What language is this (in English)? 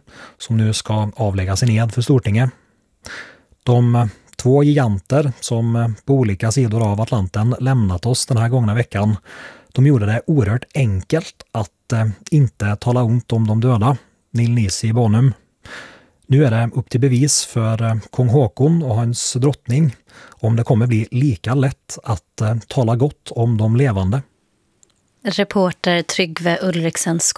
Swedish